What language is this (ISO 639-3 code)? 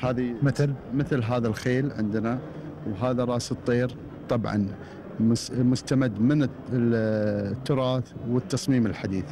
afb